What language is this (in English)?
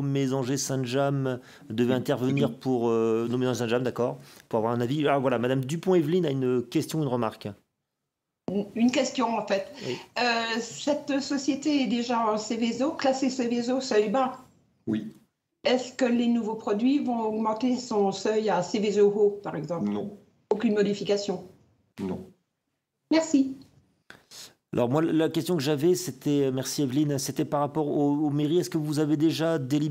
French